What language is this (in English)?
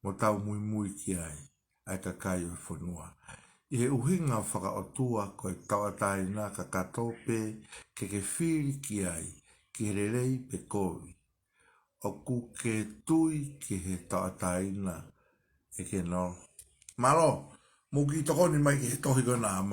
Tongan